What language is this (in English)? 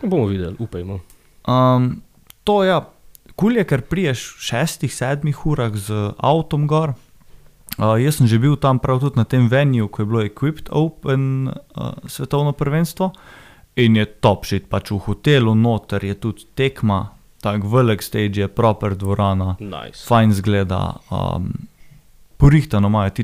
Slovenian